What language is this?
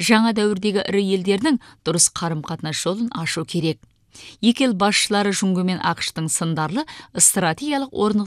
Kazakh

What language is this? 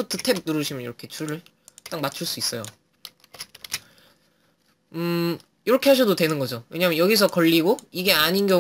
Korean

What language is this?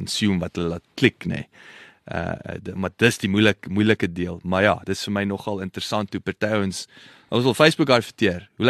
Afrikaans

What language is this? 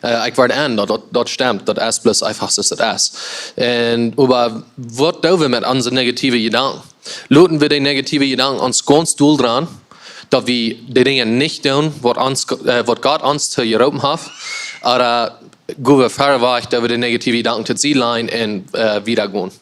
Plautdietsch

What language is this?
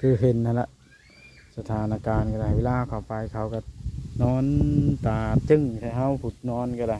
Lao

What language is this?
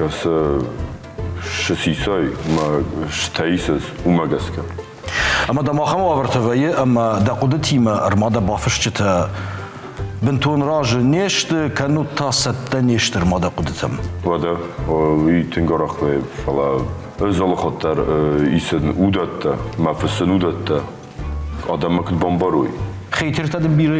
Ossetic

